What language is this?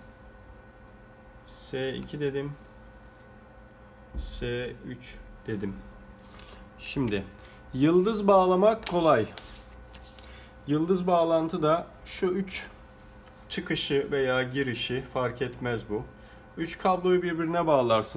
Turkish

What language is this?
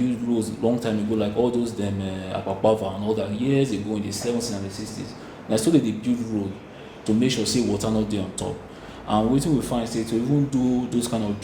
Nigerian Pidgin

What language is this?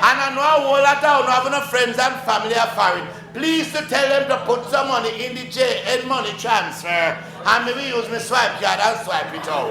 Jamaican Creole English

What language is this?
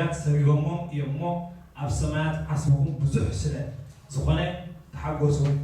Tigrinya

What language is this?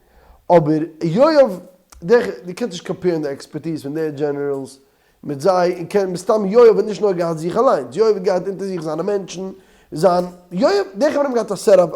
Yiddish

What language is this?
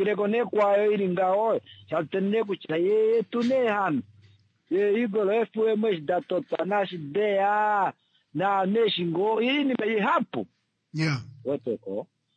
Kuanyama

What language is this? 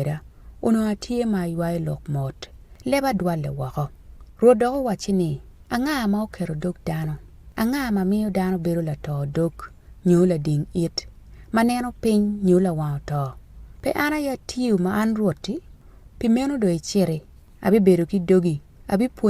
Acoli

